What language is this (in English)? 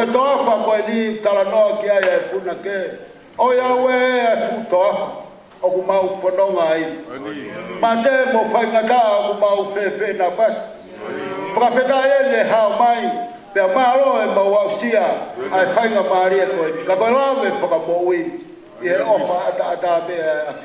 Tongan